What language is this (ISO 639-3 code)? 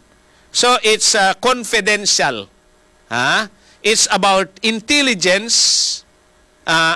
hil